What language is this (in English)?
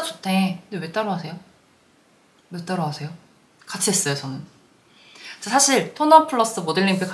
Korean